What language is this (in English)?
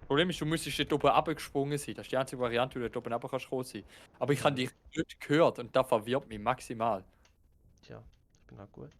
Swiss German